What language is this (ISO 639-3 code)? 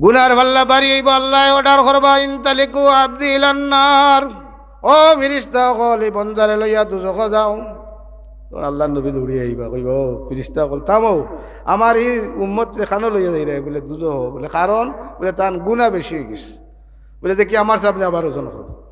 syl